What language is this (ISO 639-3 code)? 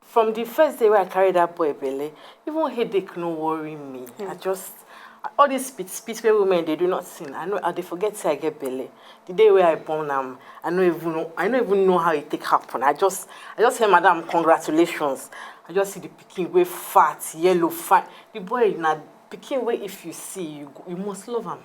pcm